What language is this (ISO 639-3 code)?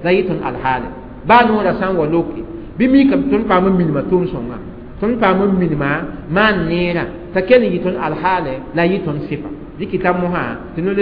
mos